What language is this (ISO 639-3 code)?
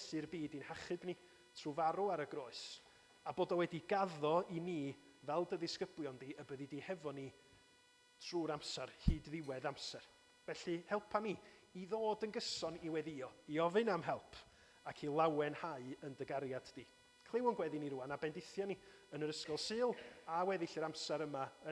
cym